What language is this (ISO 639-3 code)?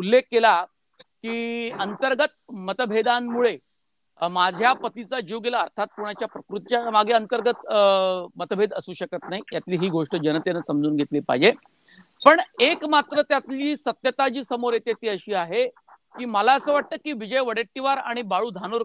mar